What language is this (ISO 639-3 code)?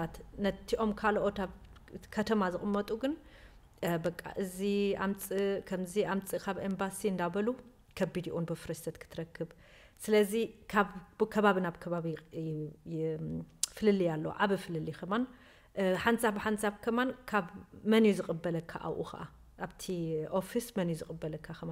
tir